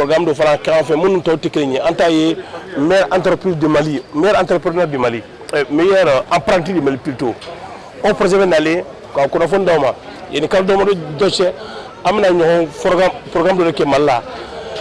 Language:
Bambara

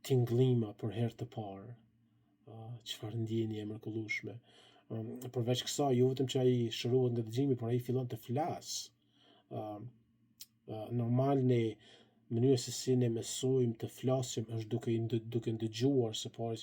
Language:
Albanian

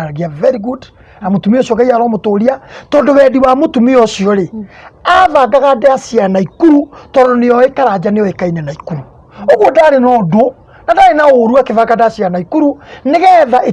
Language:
Kikuyu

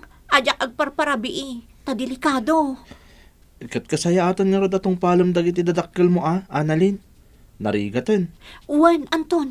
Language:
Iloko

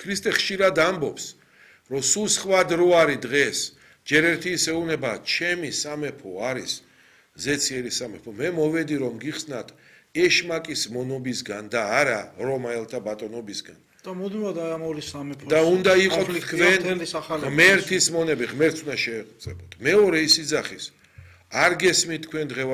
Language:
Georgian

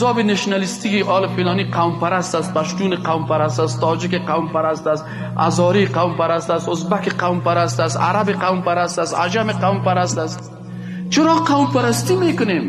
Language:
Persian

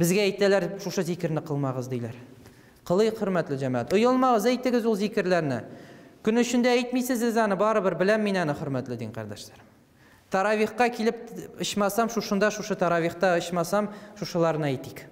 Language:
Tatar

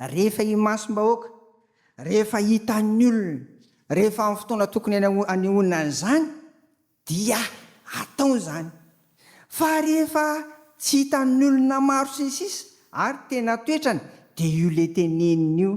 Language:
Malagasy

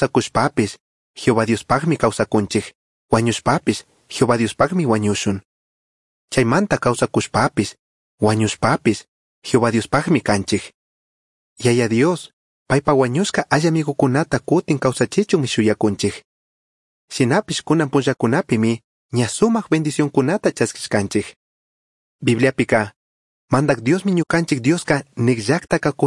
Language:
Chimborazo Highland Quichua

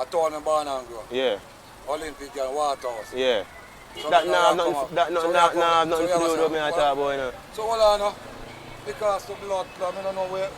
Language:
Jamaican Creole English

